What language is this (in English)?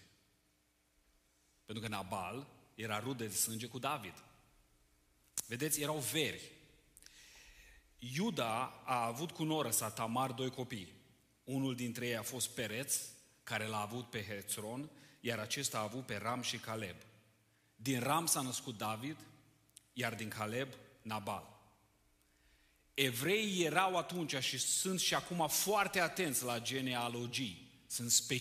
Romanian